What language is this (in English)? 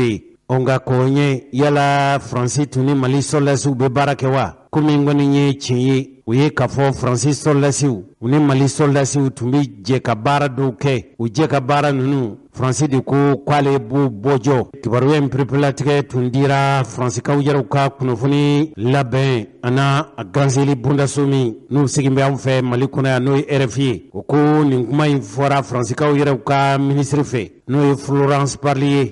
Bambara